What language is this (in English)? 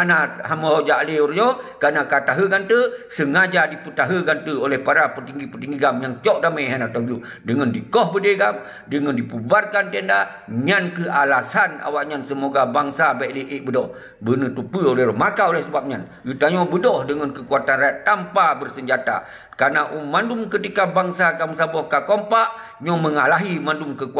Achinese